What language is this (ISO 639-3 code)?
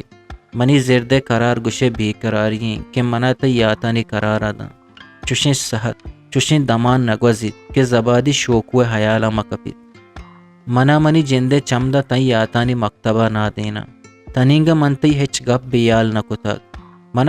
bgp